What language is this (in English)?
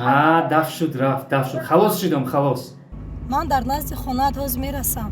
Tajik